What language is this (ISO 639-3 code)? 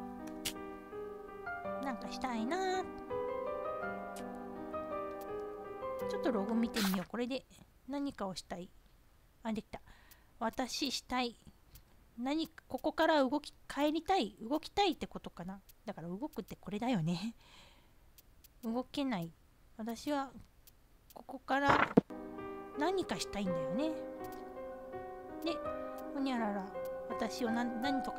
jpn